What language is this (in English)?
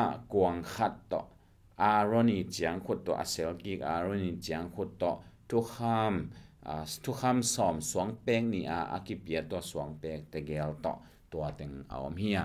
Tedim Chin